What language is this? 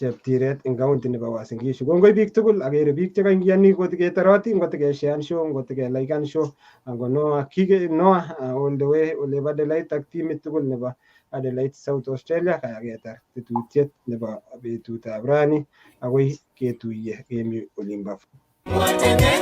Kalenjin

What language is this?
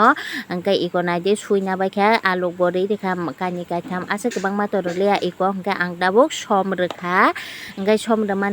Kok Borok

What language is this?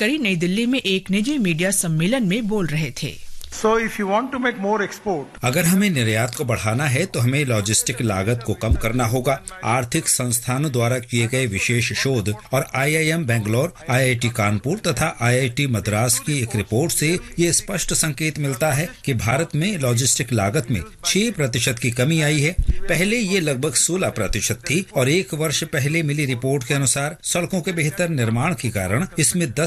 Hindi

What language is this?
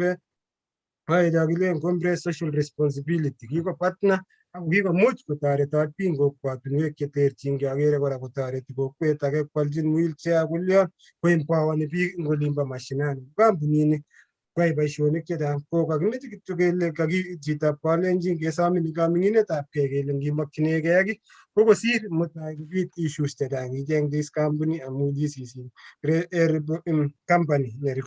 Kalenjin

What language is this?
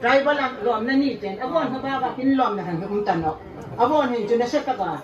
Hmar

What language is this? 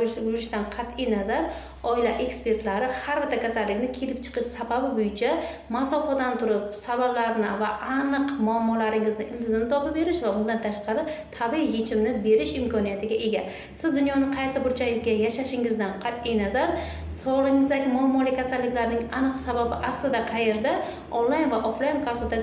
Uzbek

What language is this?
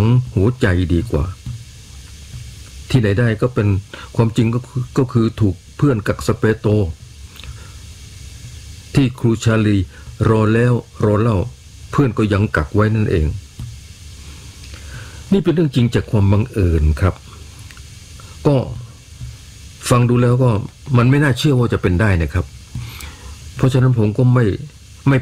Thai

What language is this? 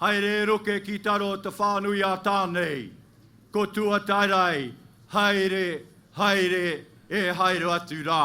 Māori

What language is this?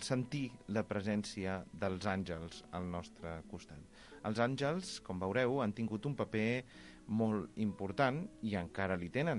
Catalan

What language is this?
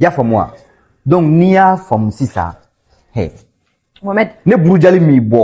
Bambara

